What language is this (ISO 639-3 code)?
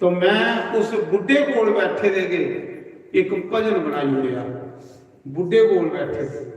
doi